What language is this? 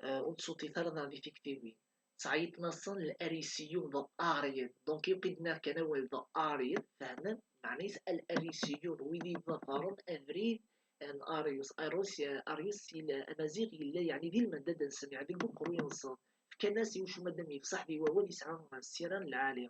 Kabyle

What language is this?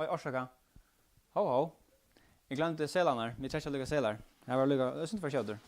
Faroese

